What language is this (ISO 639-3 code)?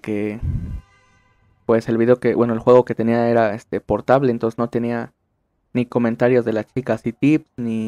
spa